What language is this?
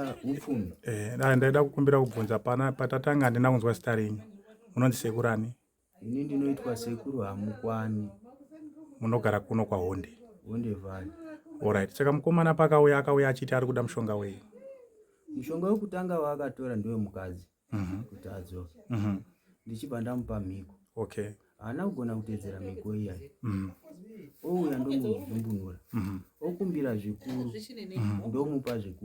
Shona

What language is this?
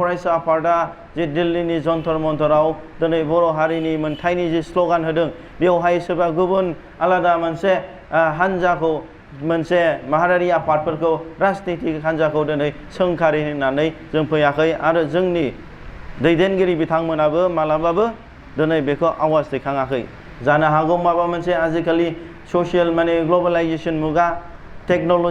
Bodo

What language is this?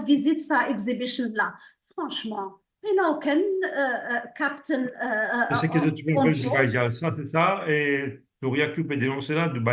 Morisyen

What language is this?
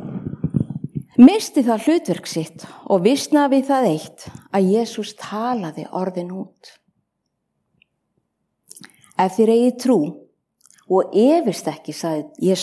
Icelandic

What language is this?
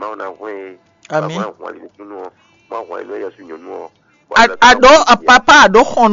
Fon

